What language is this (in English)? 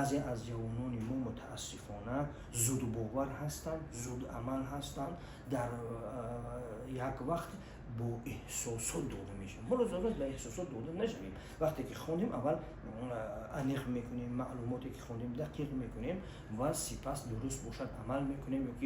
Tajik